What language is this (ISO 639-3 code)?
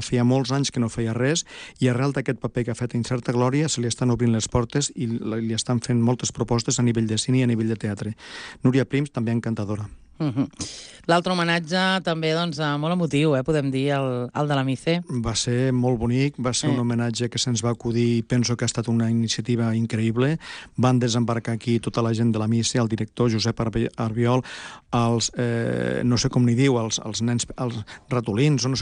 cat